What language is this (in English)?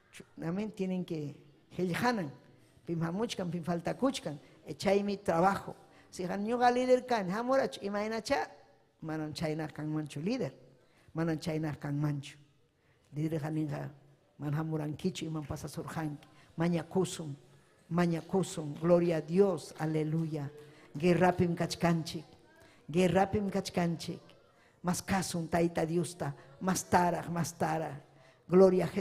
Ayacucho Quechua